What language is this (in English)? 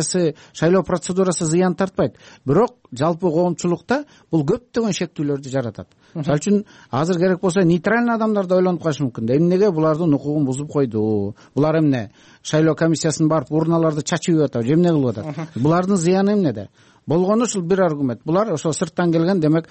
Kyrgyz